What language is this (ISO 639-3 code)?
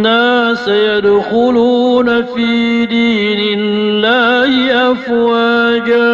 mrw